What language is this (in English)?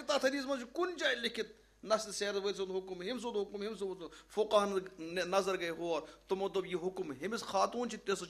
Kashmiri